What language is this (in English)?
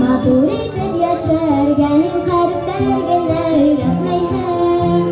Bashkir